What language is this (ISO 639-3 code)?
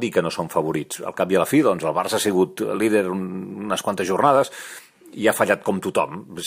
cat